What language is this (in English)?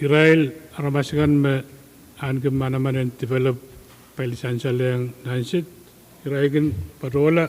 Pohnpeian